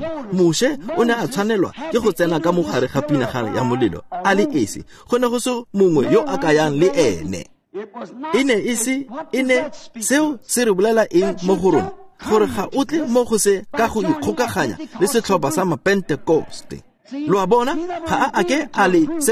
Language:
Tswana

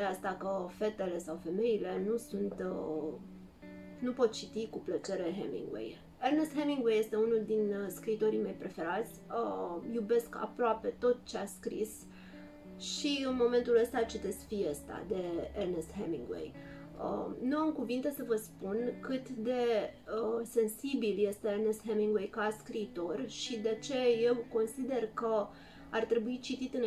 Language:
Romanian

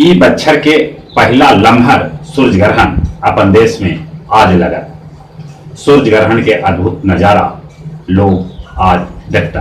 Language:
Magahi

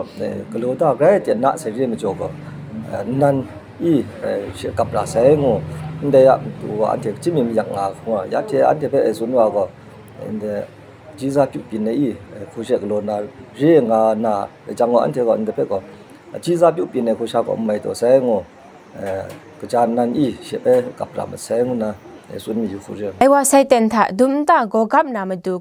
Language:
Kachin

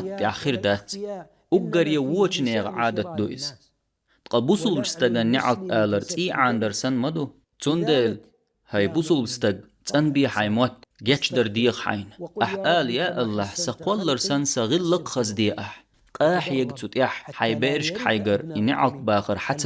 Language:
Chechen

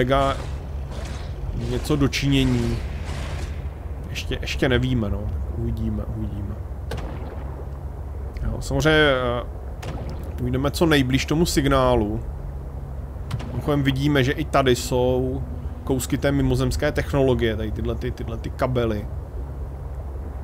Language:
Czech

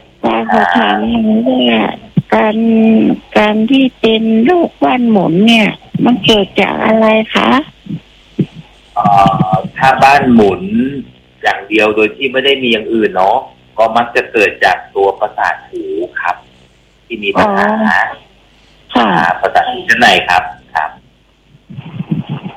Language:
Thai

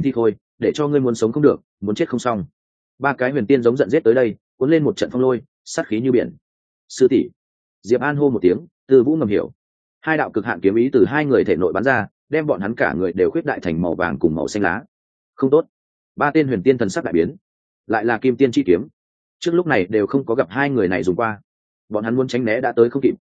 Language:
Vietnamese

